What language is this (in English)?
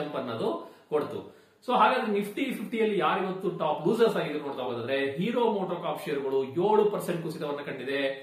Kannada